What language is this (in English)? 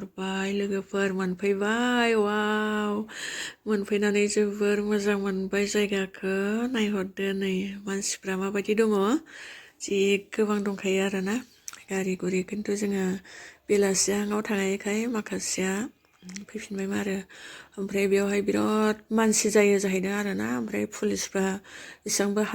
Bodo